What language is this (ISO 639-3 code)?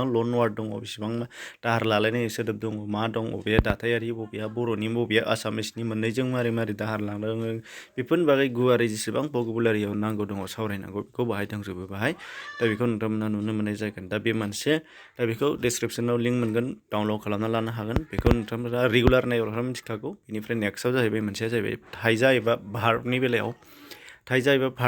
brx